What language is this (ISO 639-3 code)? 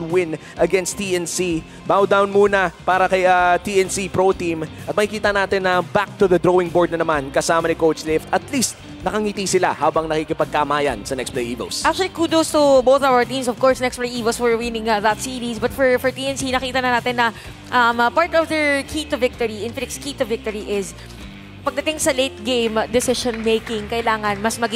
fil